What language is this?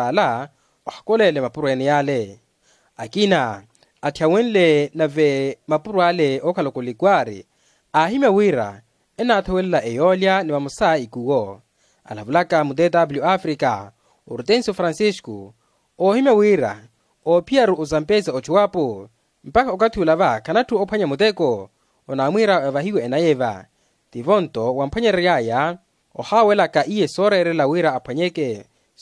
Makhuwa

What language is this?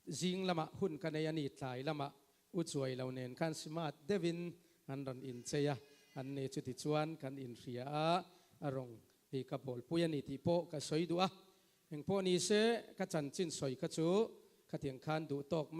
Mizo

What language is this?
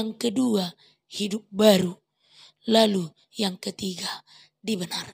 Batak Toba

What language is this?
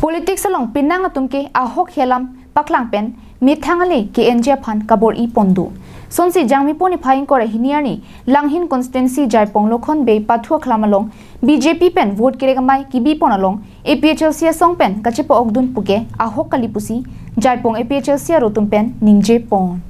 Karbi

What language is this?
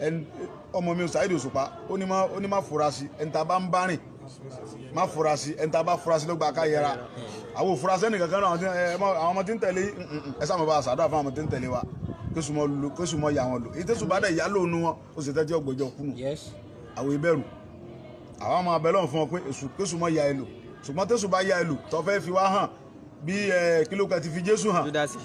Yoruba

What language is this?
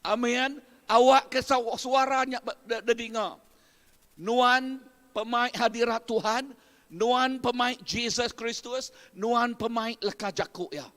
Iban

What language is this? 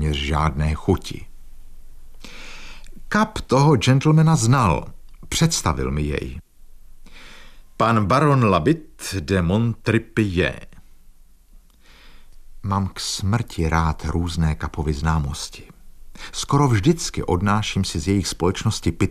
Czech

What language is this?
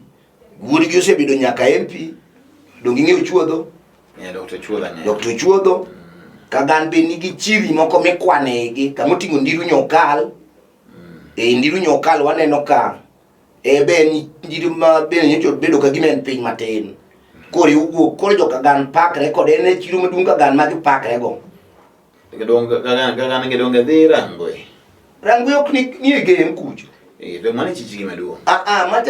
Luo (Kenya and Tanzania)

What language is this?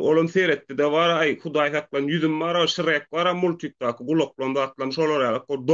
Turkmen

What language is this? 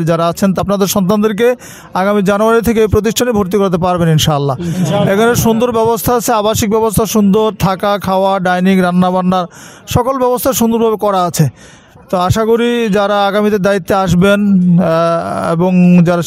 Bangla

